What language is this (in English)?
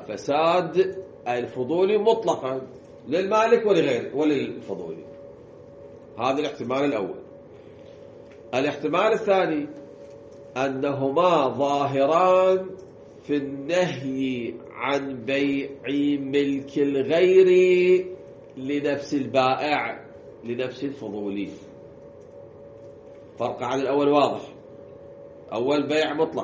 Arabic